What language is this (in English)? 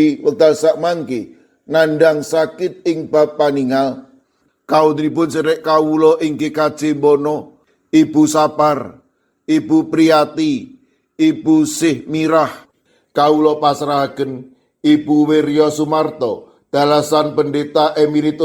Javanese